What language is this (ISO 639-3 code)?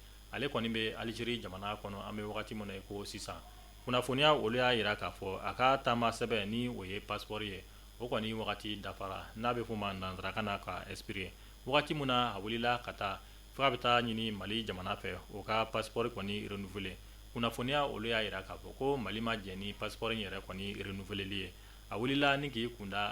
bam